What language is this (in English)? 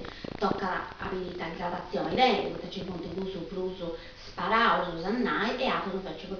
Sardinian